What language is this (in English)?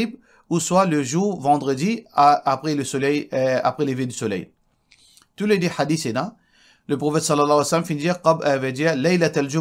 Morisyen